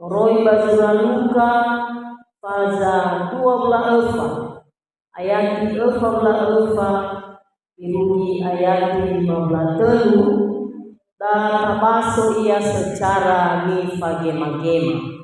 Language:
Nias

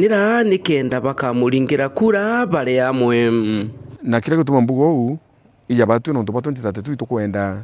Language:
Meru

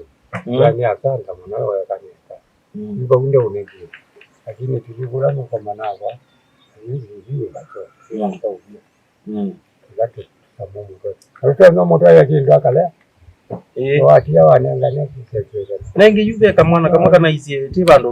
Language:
Kamba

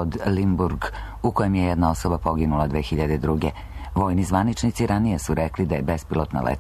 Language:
Serbian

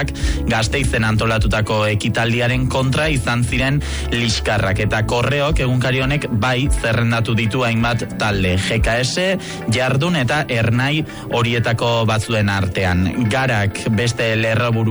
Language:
Basque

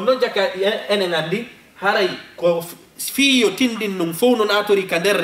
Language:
Fula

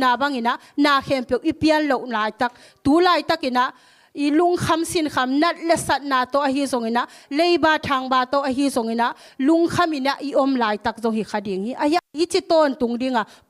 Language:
Tedim Chin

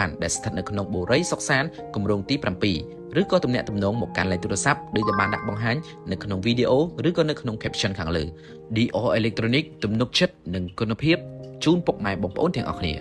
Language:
Khmer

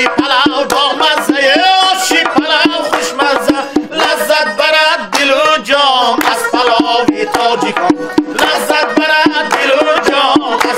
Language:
Tajik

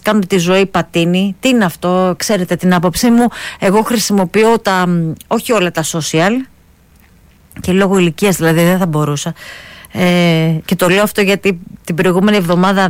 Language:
Greek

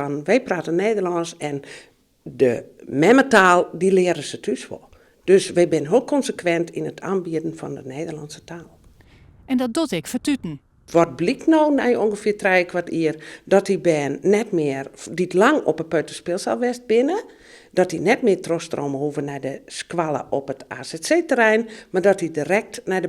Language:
Western Frisian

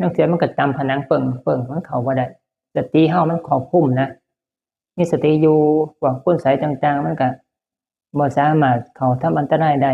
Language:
Northeastern Thai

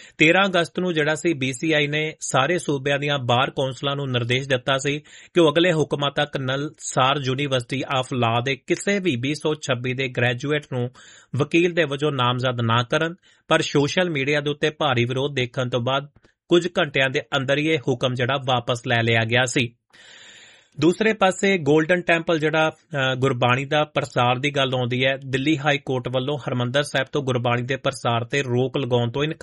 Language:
Punjabi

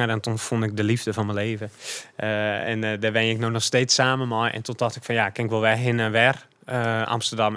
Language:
Dutch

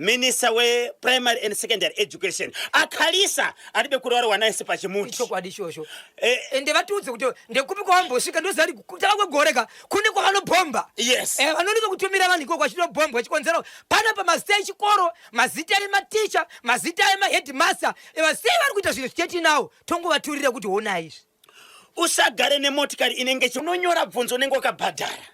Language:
Shona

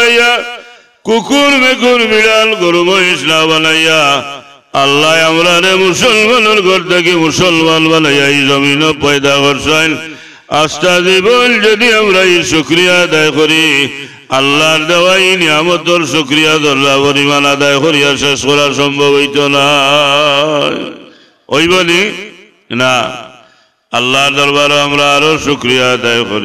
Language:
Sylheti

